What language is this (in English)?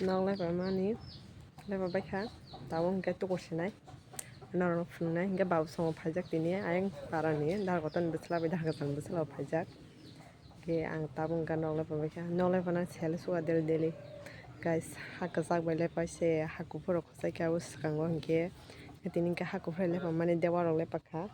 Kok Borok